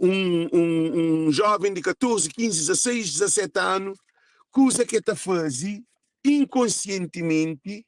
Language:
Kabuverdianu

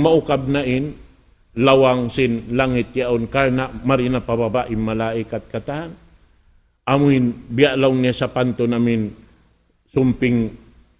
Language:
Tausug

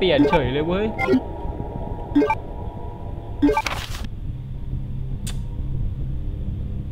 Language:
Thai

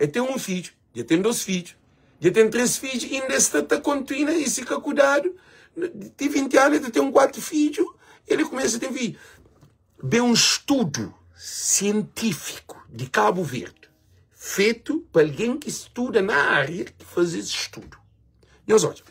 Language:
Kabuverdianu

